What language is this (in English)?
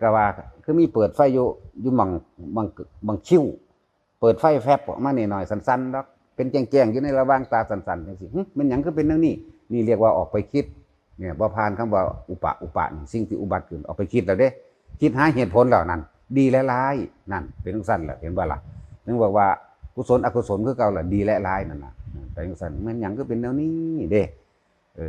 Northeastern Thai